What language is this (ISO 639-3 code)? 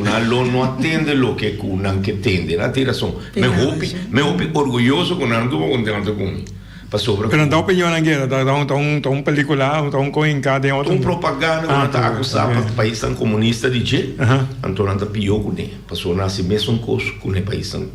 pap